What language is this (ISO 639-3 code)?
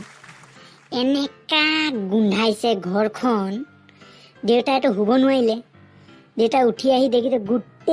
asm